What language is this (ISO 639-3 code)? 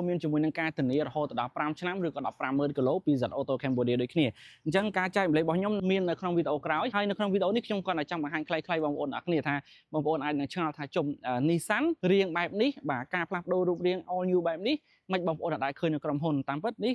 khm